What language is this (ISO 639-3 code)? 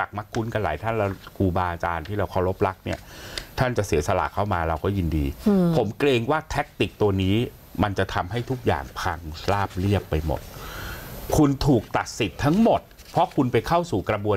tha